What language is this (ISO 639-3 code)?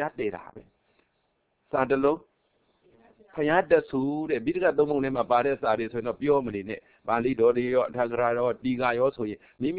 mya